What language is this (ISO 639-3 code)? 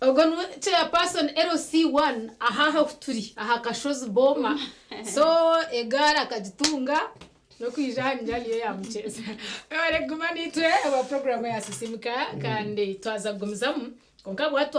nyn